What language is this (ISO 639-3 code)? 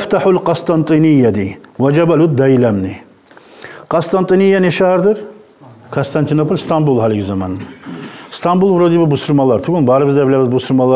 kum